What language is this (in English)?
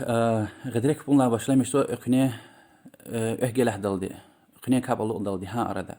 Lezghian